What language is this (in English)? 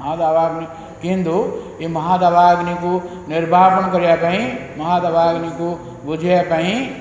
Odia